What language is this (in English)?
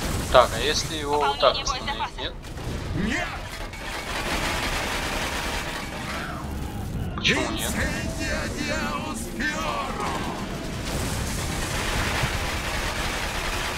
Russian